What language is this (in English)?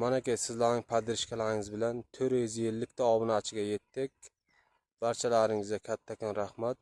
Uzbek